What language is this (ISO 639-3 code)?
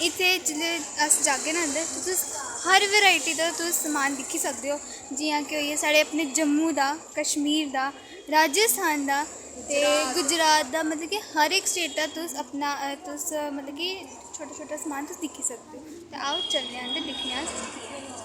doi